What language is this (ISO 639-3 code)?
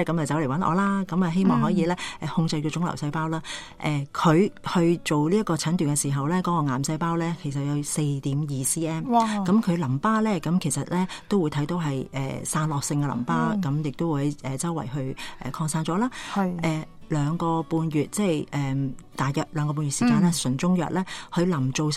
yue